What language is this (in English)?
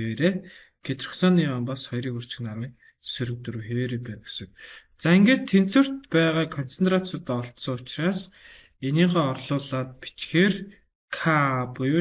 Mongolian